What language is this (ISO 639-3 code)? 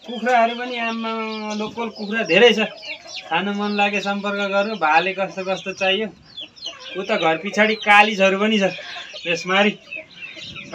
nep